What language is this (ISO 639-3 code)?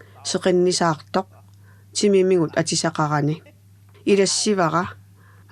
kal